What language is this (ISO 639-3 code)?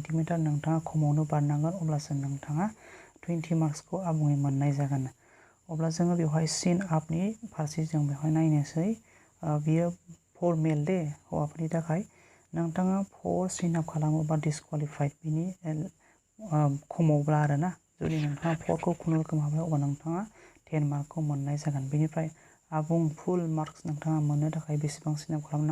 brx